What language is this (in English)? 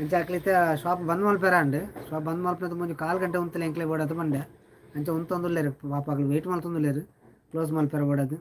Tulu